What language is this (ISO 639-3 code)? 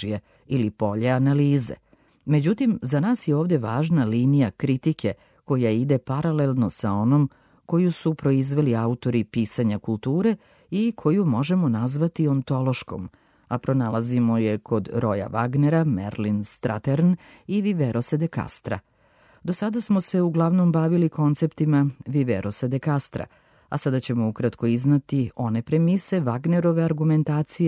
srp